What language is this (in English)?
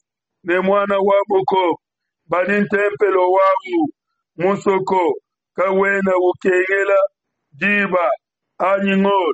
Luba-Lulua